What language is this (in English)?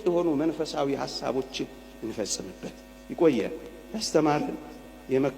Amharic